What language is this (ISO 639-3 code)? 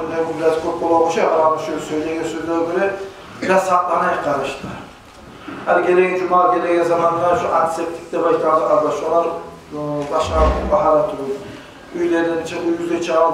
kum